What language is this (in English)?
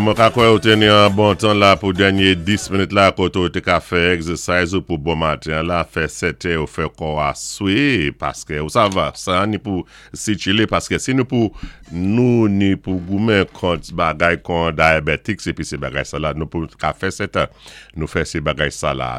Saint Lucian Creole French